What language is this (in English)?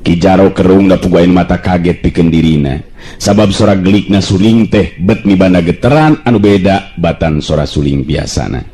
Sundanese